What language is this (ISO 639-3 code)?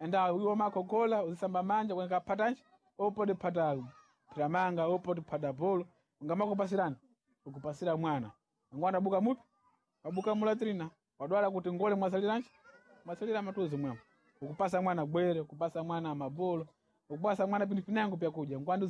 seh